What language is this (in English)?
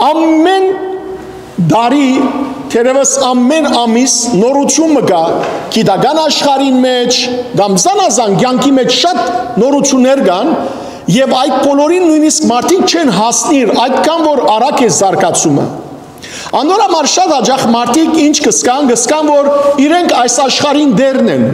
Western Armenian